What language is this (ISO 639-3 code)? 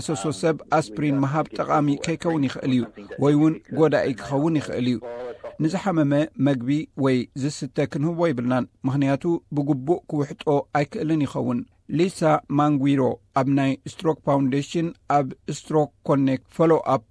tir